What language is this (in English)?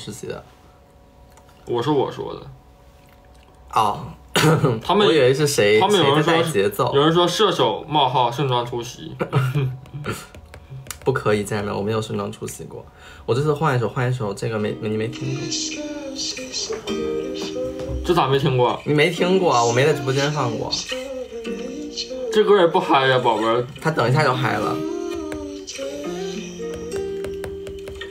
Chinese